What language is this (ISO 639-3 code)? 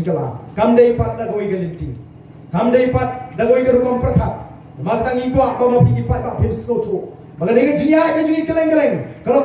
kha